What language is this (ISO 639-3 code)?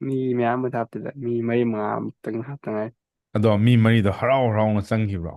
mni